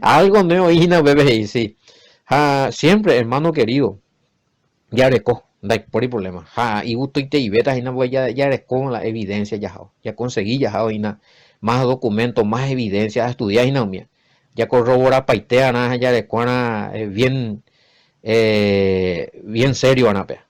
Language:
Guarani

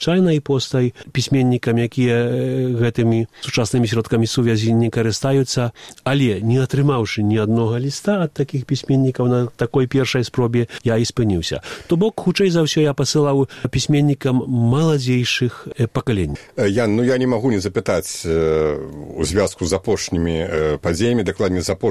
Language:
Belarusian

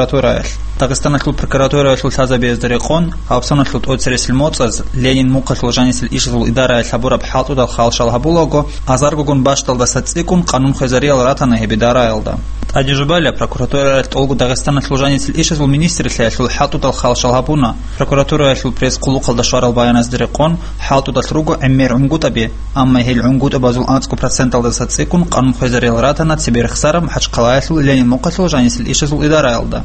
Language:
Avaric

